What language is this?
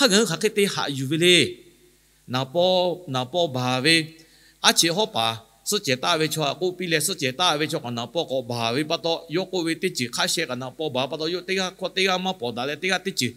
Lahu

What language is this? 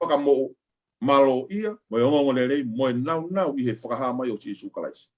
Tongan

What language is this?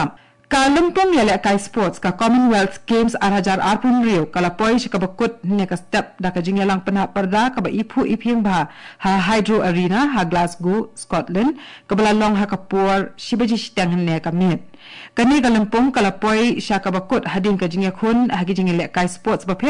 Khasi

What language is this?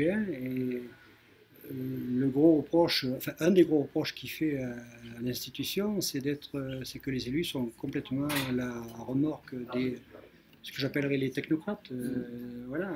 French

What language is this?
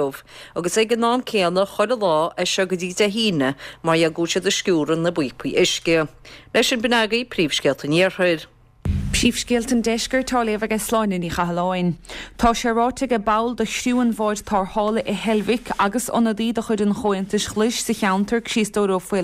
Irish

